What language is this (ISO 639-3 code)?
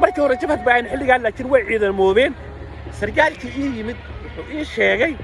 som